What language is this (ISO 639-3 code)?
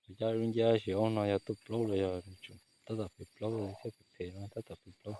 hmn